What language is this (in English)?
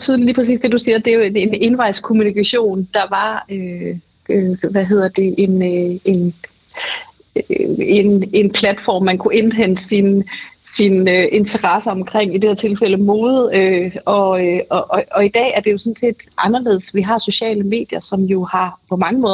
Danish